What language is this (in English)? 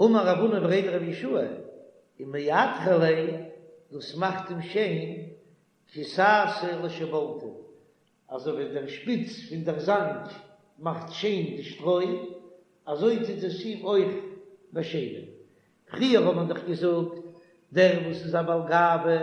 Yiddish